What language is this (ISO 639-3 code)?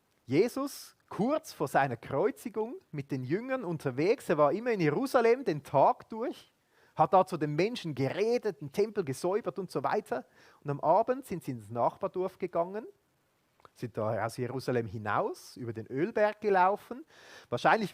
gsw